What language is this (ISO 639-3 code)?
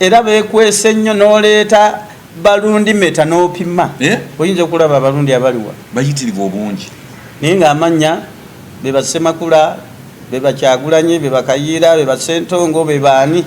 lug